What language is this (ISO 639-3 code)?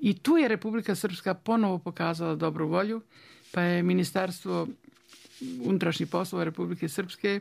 bos